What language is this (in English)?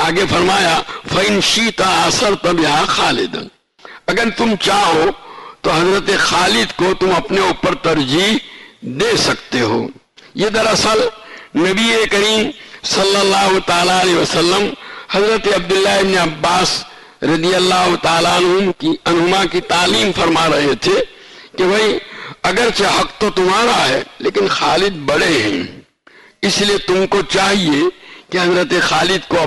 Urdu